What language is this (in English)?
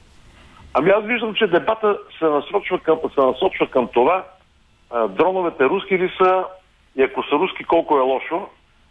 Bulgarian